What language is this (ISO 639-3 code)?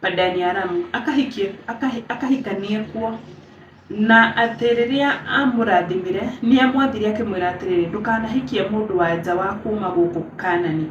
kik